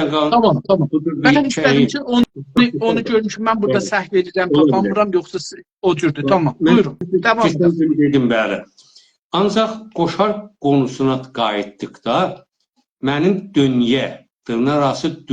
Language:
South Azerbaijani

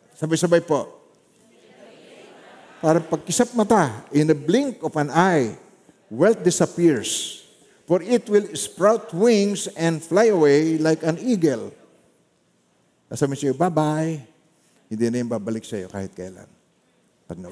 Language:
Filipino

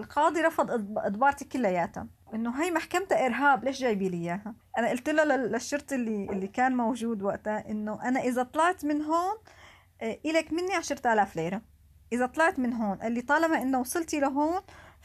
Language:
North Levantine Arabic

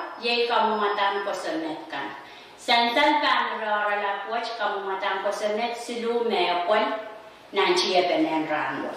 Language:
Pohnpeian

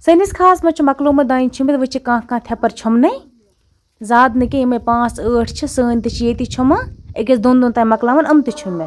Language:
Kashmiri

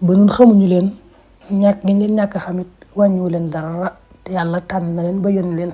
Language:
Wolof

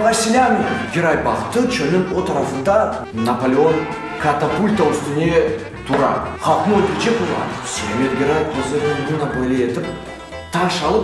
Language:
Crimean Tatar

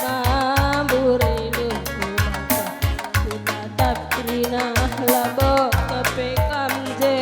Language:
Batak Karo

